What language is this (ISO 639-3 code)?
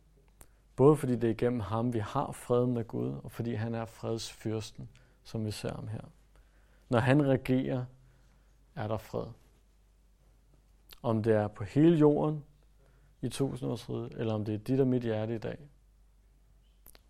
dan